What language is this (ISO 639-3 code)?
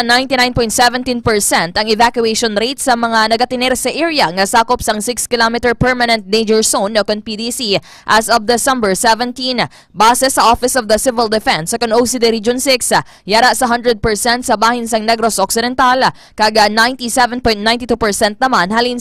hil